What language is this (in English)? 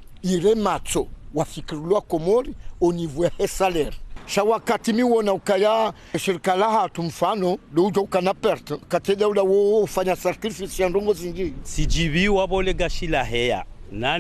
Ngazidja Comorian